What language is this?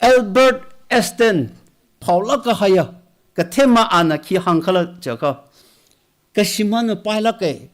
Tangkhul Naga (India)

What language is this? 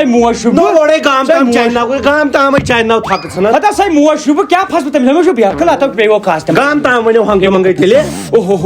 Kashmiri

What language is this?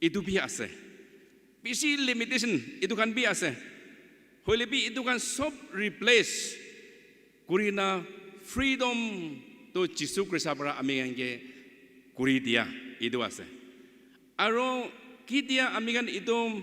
Naga Pidgin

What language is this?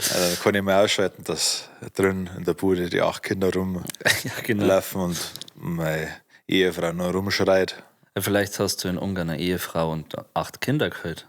Bavarian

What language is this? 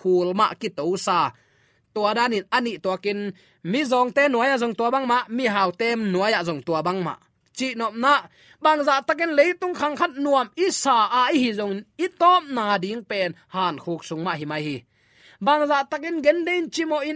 Tedim Chin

